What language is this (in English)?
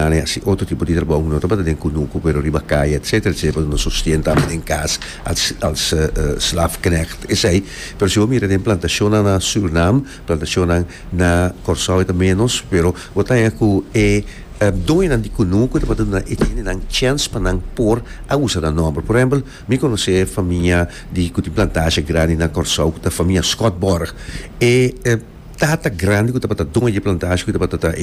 Papiamento